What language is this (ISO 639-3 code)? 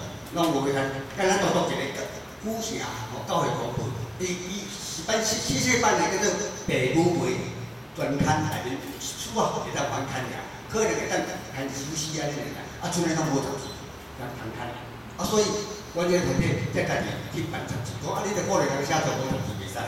nan